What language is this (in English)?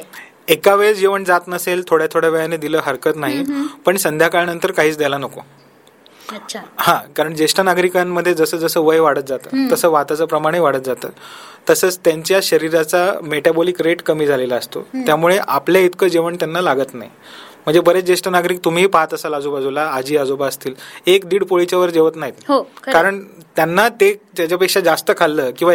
Marathi